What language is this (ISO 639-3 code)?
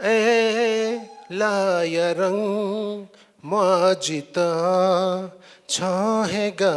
new